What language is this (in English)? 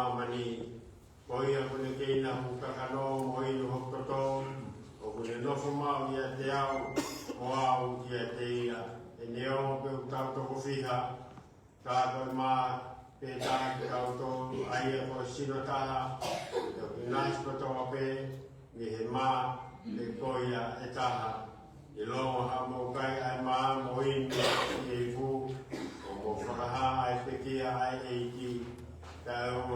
Tongan